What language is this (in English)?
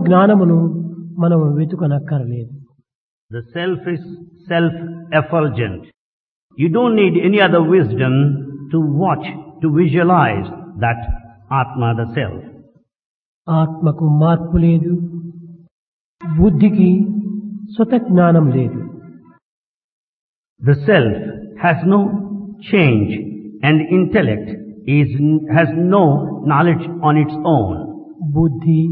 Telugu